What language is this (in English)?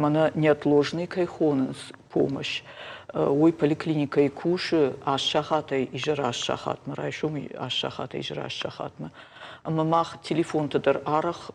Ossetic